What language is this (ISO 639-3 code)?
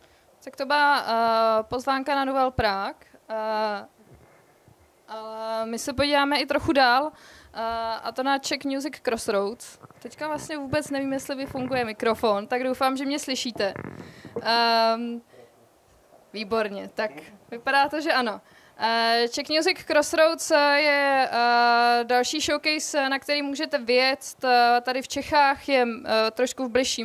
ces